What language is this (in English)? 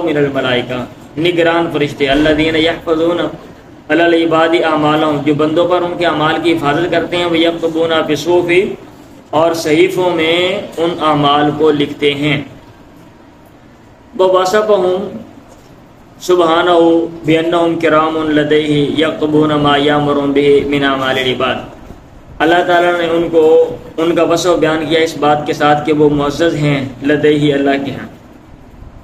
Urdu